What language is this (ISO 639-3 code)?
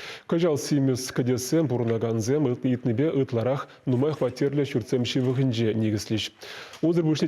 chv